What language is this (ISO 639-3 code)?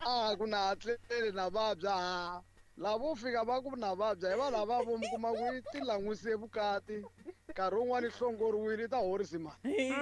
tso